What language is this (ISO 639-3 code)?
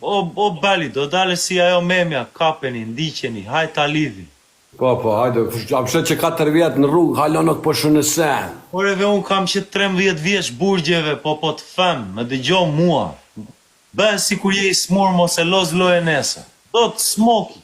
sqi